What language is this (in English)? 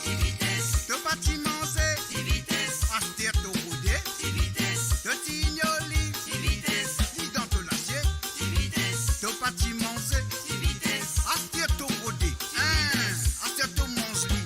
Morisyen